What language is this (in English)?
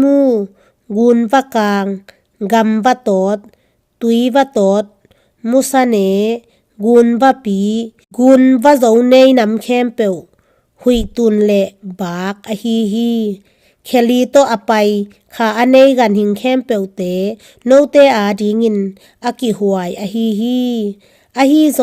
Tedim Chin